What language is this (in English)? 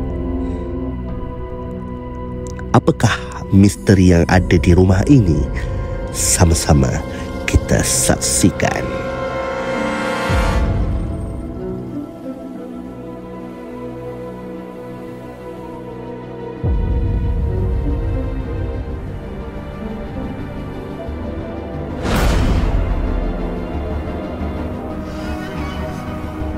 Malay